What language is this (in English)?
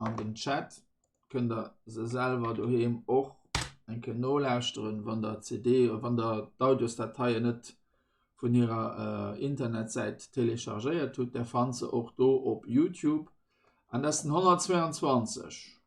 Luxembourgish